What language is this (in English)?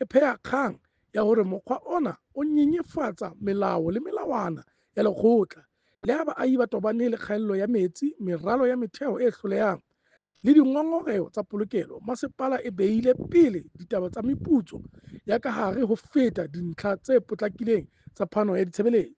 Southern Sotho